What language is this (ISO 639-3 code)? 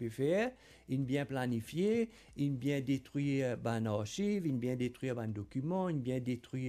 mfe